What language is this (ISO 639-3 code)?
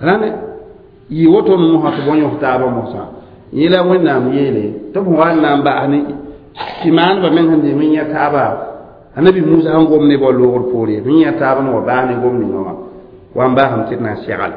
mos